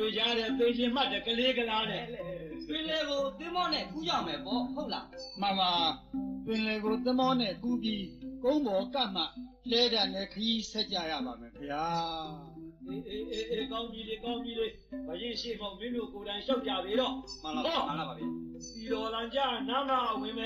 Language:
Burmese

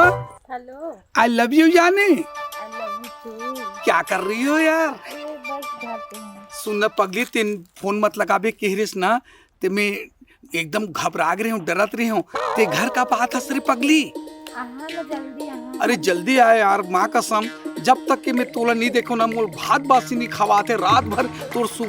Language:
Chhattisgarhi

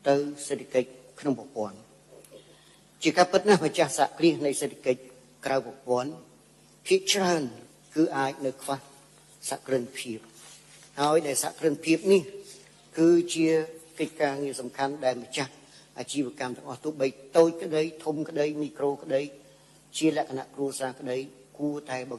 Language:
Khmer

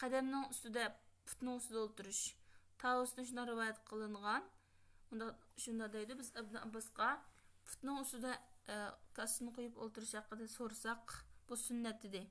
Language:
Uyghur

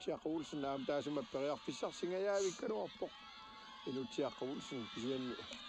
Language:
Kalaallisut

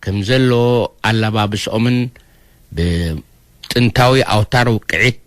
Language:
Tigrinya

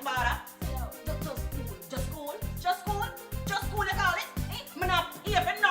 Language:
Jamaican Creole English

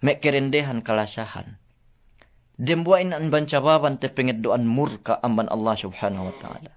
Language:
Yakan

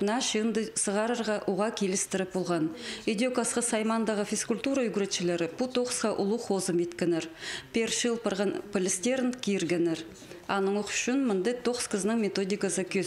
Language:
Khakas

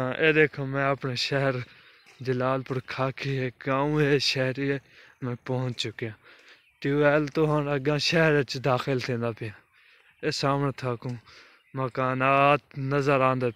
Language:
Saraiki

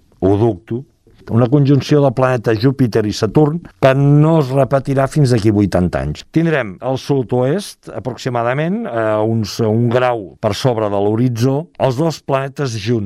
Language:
Catalan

